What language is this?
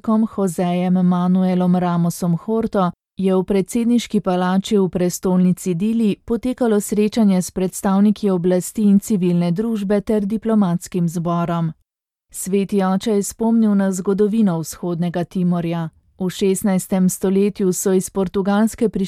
Slovenian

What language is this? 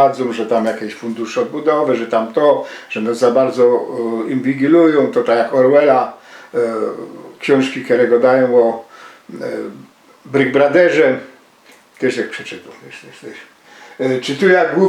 Silesian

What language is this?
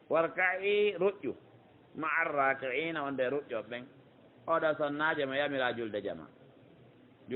Pular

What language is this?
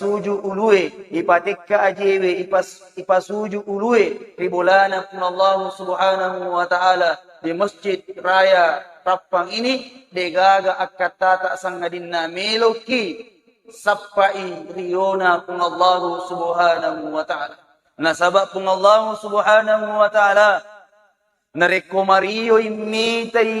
Buginese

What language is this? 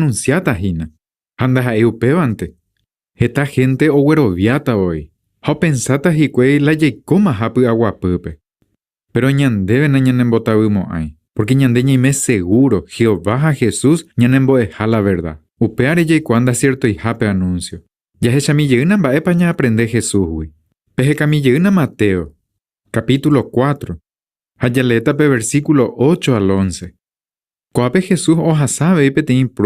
Guarani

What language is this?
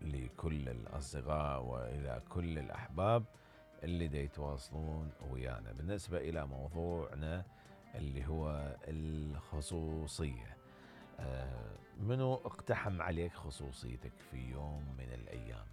Mesopotamian Arabic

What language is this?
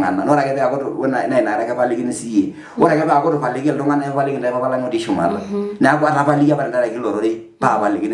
Masai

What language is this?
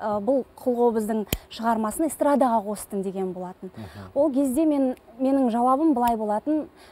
Kazakh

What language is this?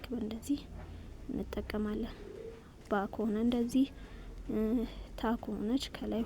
Amharic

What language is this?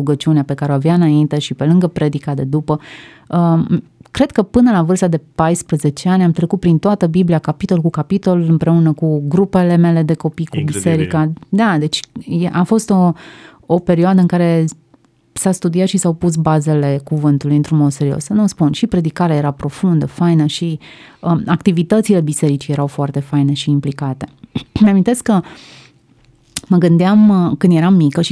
Romanian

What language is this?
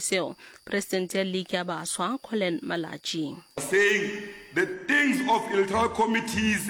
Northern Sotho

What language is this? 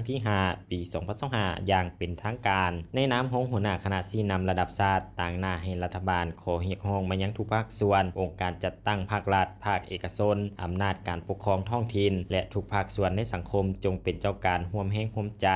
Lao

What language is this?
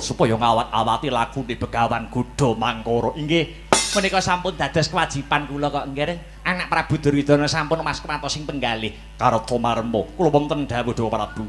Javanese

